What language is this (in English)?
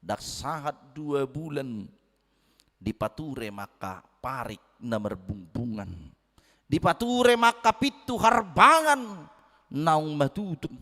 Batak Toba